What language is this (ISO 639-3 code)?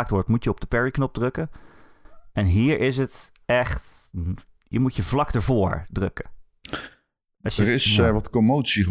nld